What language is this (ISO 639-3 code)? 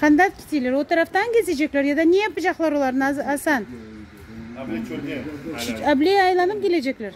crh